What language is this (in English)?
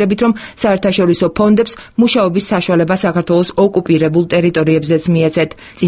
Georgian